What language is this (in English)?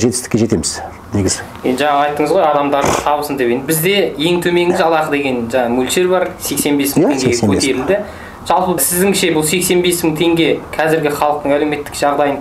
Kazakh